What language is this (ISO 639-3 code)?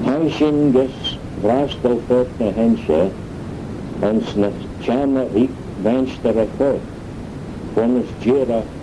glv